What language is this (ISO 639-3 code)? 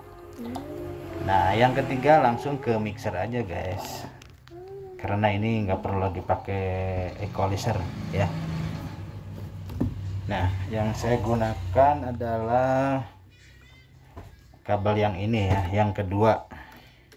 ind